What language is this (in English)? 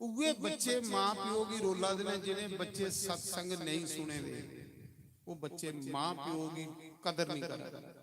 Dogri